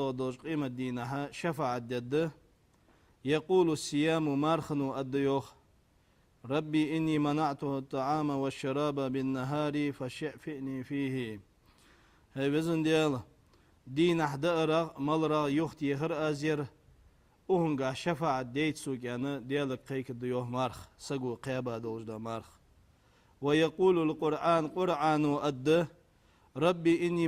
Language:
Ingush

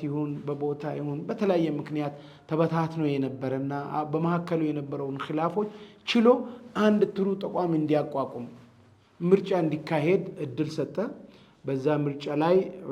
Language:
Amharic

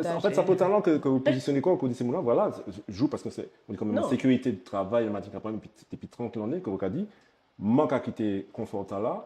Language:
Guadeloupean Creole French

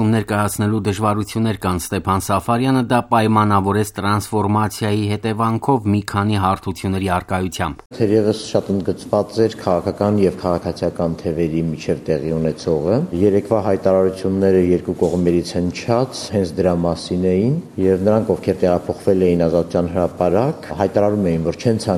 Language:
Armenian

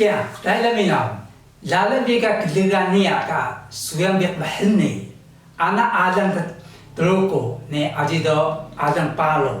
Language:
Taroko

